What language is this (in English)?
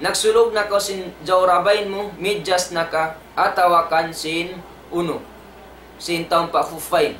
Tausug